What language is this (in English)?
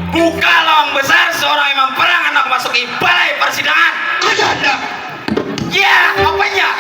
Banjar